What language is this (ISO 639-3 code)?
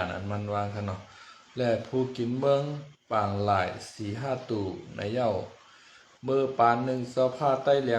shn